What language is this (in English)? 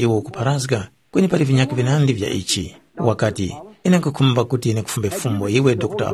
Tumbuka